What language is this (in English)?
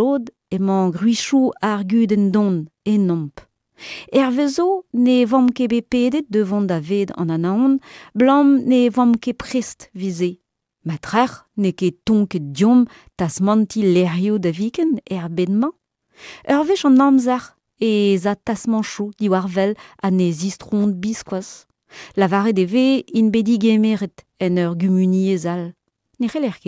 Breton